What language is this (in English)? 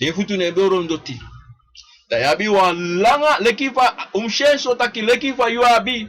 Sranan Tongo